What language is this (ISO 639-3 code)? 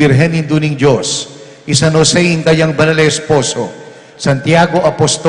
pam